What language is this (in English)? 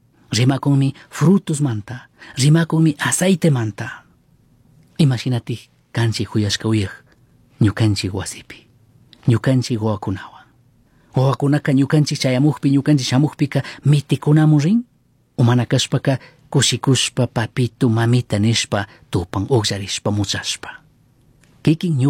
Chimborazo Highland Quichua